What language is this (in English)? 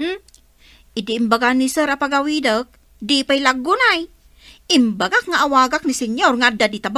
Iloko